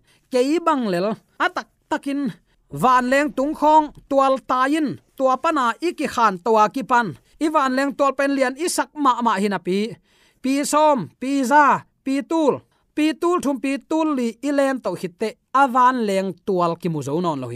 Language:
Tedim Chin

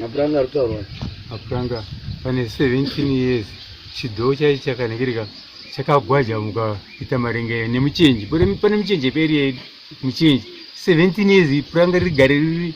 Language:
Shona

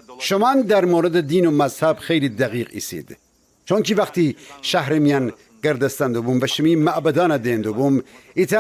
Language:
Gilaki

